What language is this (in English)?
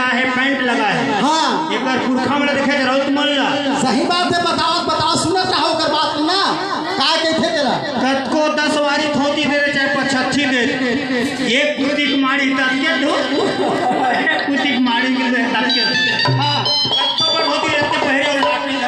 Chhattisgarhi